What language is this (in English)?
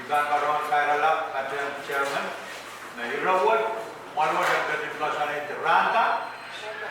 Pohnpeian